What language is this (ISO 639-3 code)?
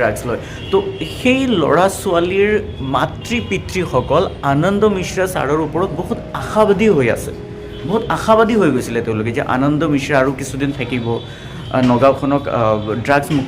asm